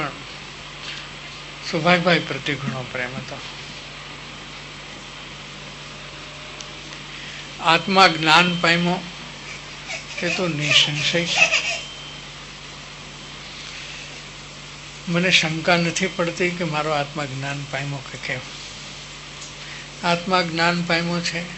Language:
Gujarati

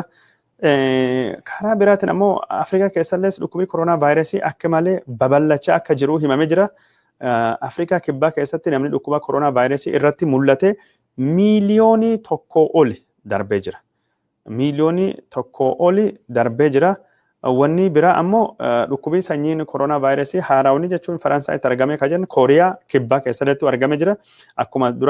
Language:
Oromo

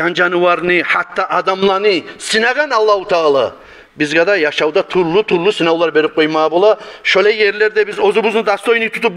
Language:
Kumyk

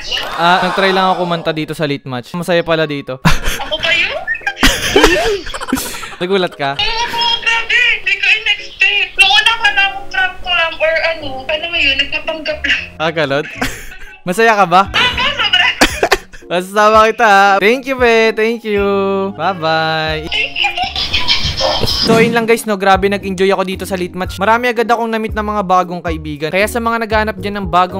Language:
Filipino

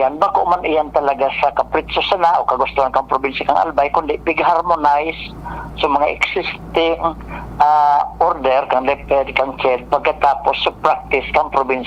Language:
Bikol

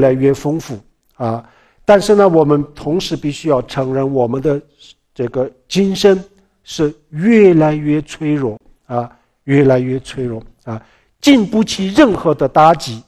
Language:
Chinese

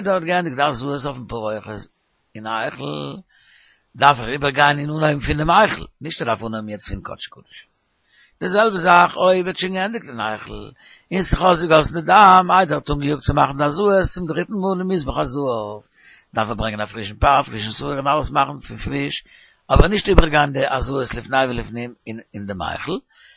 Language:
Yiddish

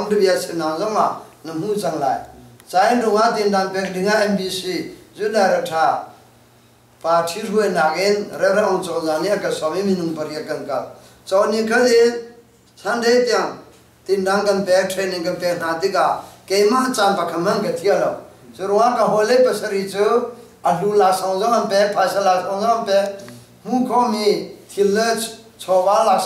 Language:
Hakha Chin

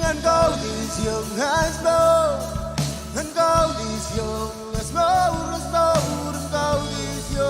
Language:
Marshallese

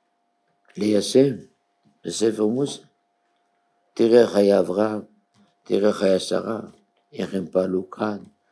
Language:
Hebrew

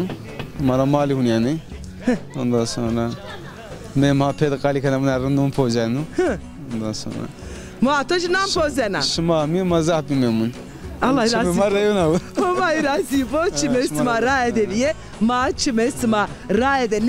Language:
Zaza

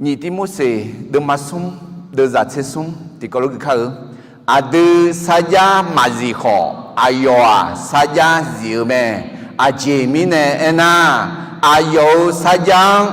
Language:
Akha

